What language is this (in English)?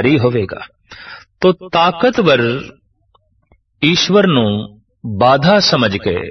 Punjabi